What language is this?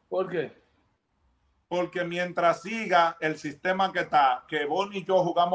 Spanish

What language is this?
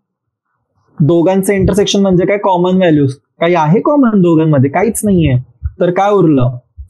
Marathi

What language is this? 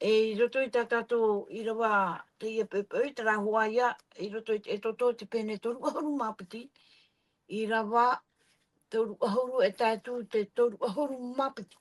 Tahitian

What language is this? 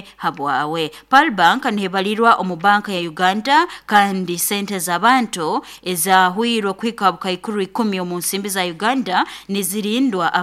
Nyoro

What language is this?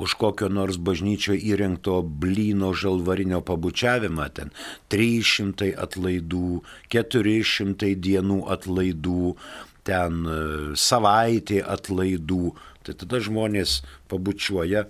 Lithuanian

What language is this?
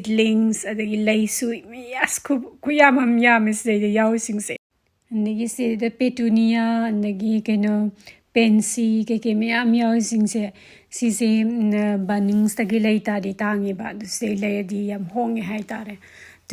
Manipuri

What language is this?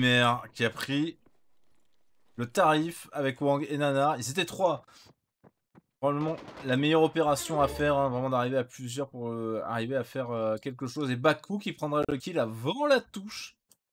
French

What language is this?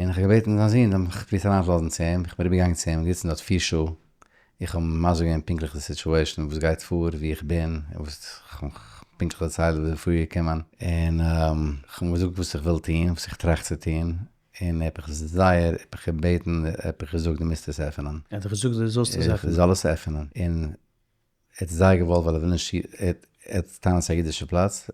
Yiddish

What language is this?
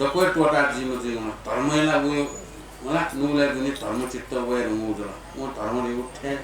Newari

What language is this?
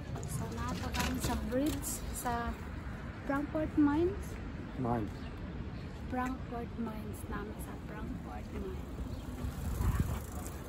Cebuano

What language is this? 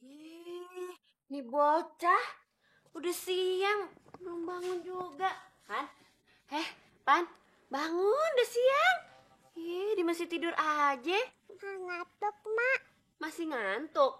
Betawi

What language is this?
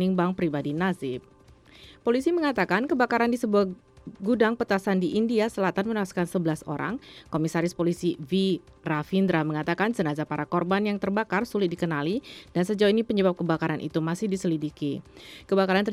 Indonesian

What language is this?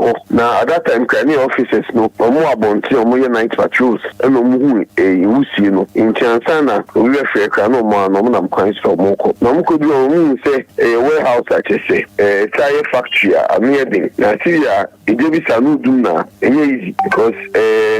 Akan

